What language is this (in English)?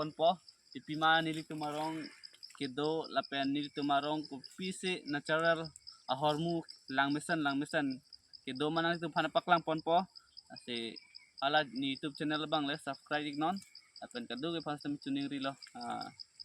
Karbi